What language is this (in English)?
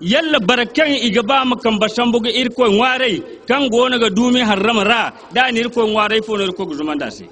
Zarma